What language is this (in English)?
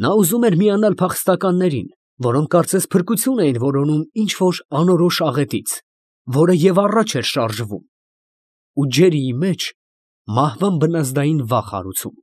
Armenian